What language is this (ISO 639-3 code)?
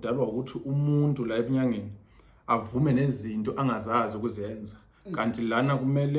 zul